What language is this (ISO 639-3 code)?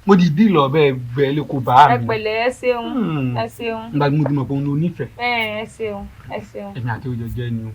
yor